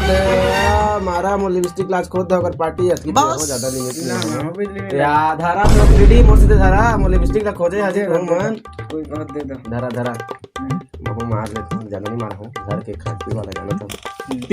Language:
Chhattisgarhi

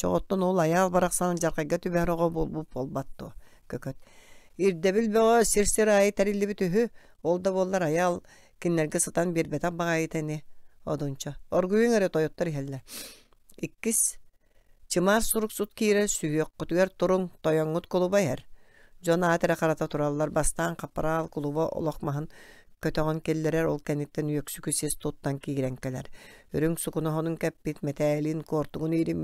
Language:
Yakut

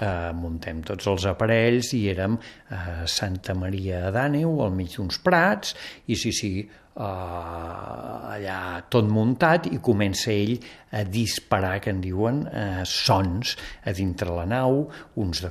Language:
Catalan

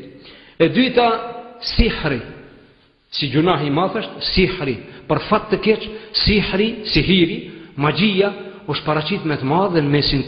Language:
Albanian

